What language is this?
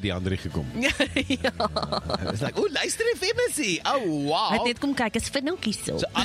Afrikaans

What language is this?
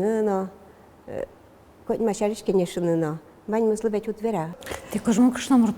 Udmurt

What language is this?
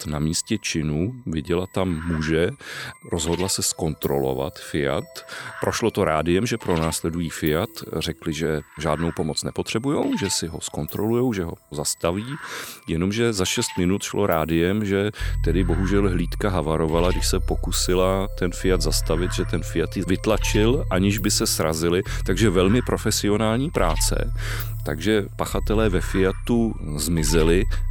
Czech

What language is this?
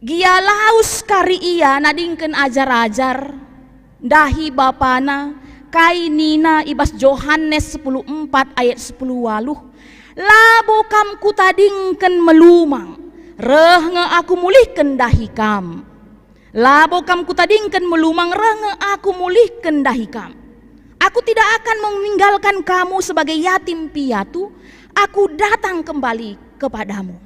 Batak Karo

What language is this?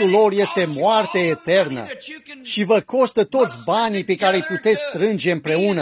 Romanian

